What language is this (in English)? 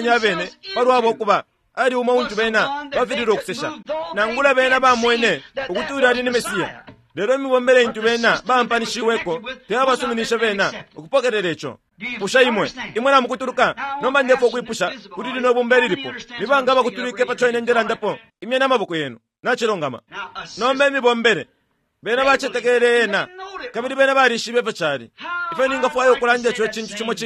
Bemba